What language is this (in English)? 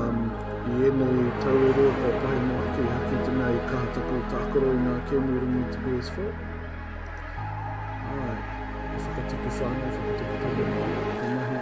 Māori